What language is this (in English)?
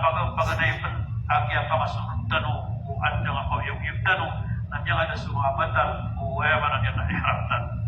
Maranao